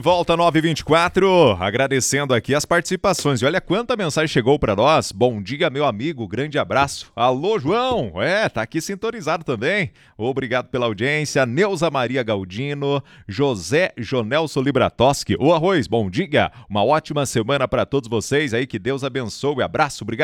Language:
Portuguese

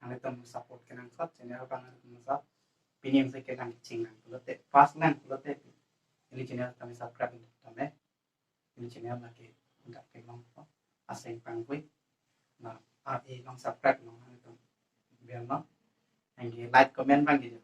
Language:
Karbi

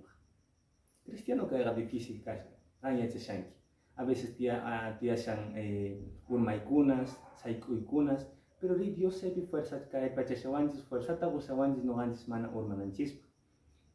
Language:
Quechua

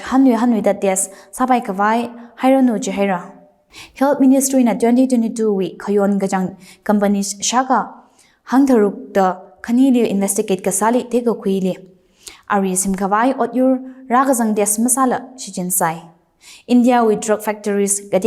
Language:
Tangkhul Naga (India)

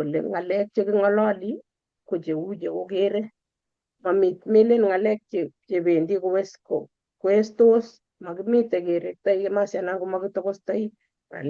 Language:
Kalenjin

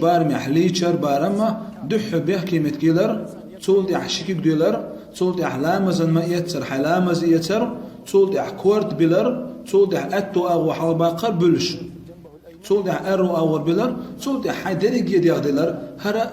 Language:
Chechen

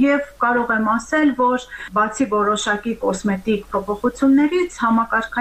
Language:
Armenian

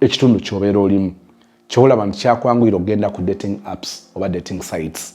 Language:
Ganda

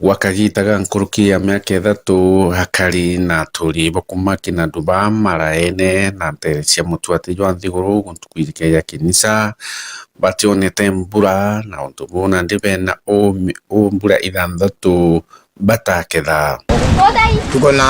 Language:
Meru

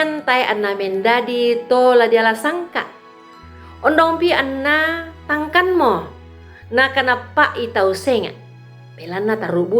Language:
Toraja-Sa'dan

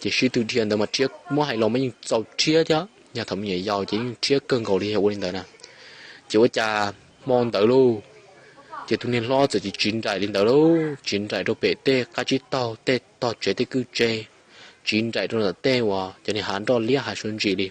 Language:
Hmong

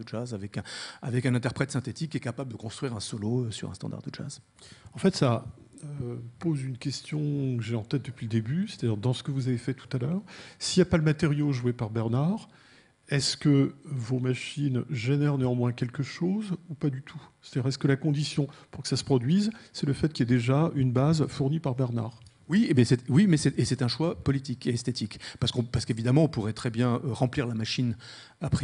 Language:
French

